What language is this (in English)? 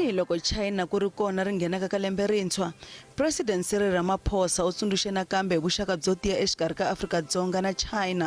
Tsonga